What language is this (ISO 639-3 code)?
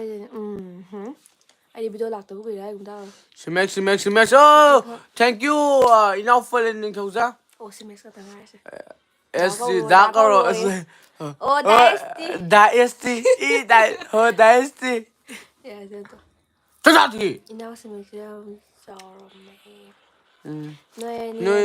mni